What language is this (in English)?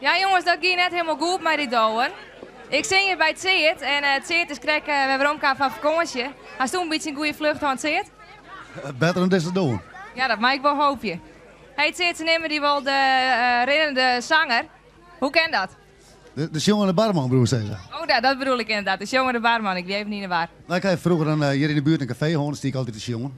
Western Frisian